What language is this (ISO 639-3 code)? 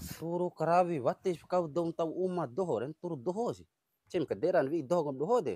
bhp